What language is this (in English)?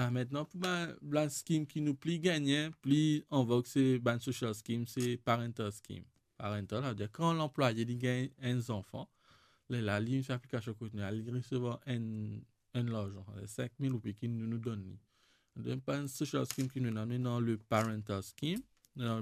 Morisyen